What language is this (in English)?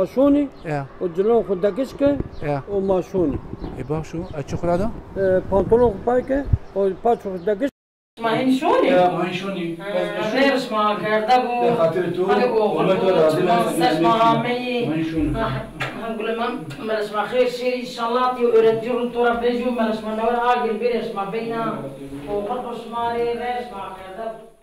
Zaza